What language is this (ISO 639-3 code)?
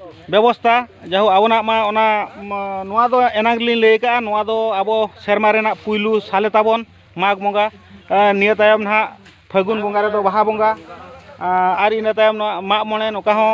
sat